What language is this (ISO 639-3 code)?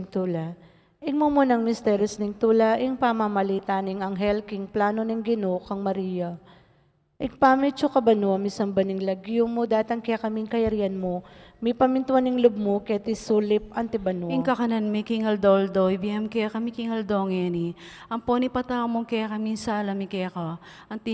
pam